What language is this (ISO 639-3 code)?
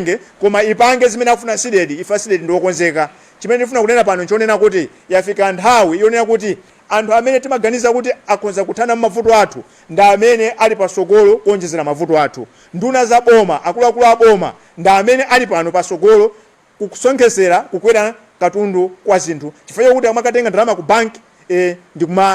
nya